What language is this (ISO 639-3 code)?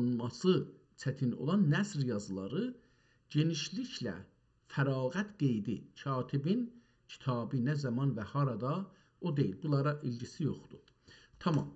azb